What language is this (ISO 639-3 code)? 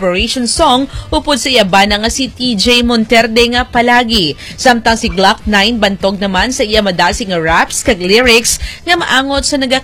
hil